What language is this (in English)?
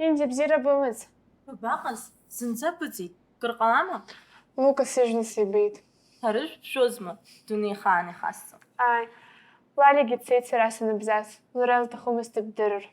Abkhazian